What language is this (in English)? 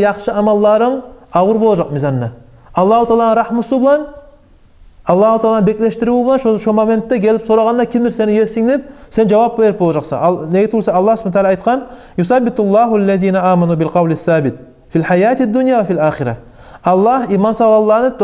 Kumyk